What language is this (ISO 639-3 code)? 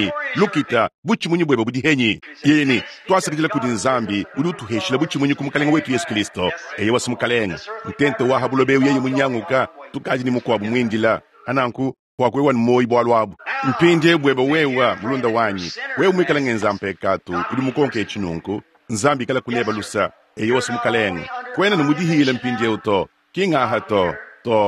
lua